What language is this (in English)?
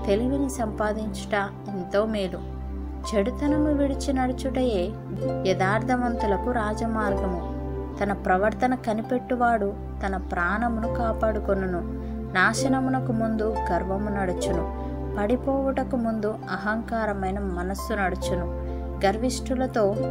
Telugu